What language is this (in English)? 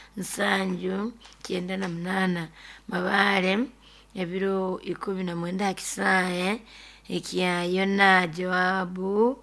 Nyoro